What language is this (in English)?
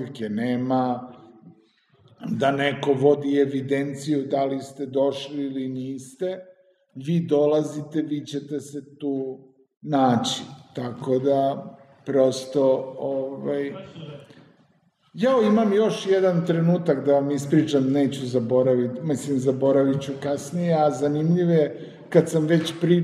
Serbian